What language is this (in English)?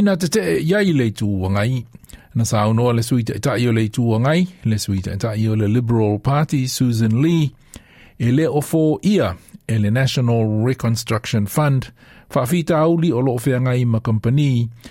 Samoan